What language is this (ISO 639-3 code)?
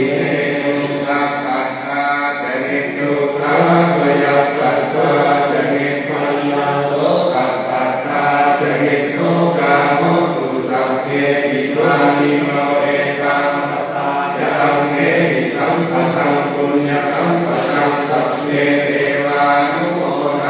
pli